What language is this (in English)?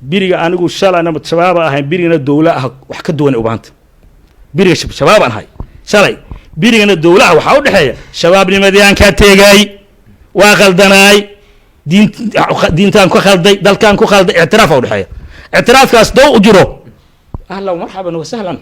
Somali